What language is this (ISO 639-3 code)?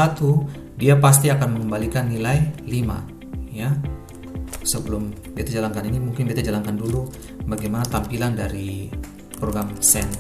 abs